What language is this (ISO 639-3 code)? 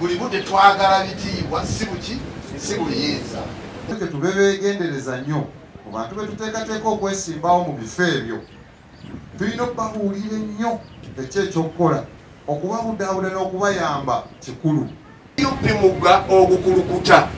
lug